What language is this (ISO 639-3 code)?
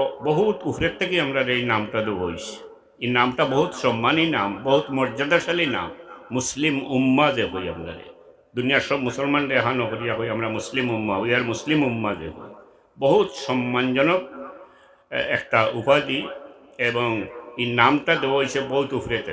syl